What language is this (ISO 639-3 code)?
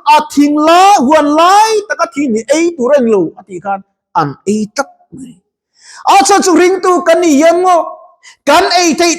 lus